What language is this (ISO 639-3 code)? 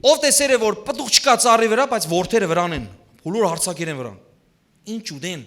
hyw